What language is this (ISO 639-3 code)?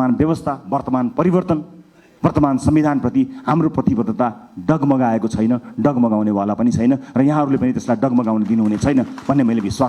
nep